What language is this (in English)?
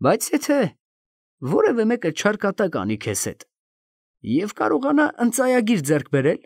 Armenian